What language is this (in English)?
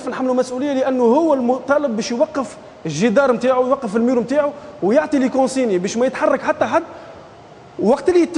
Tunisian Arabic